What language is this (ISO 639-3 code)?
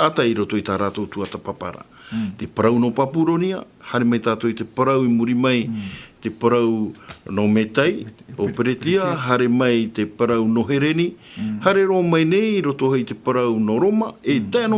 tah